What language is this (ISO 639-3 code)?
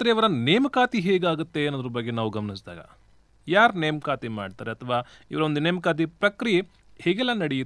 kan